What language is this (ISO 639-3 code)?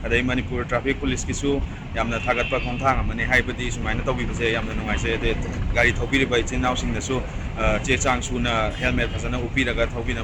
mni